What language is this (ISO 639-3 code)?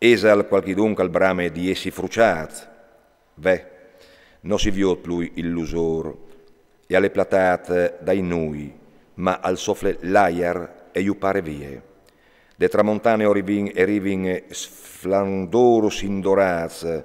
fur